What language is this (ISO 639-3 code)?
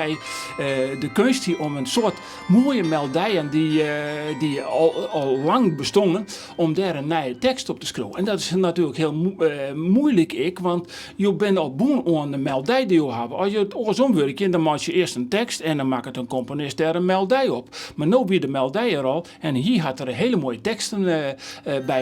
fry